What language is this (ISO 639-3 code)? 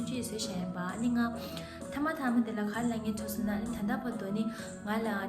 bod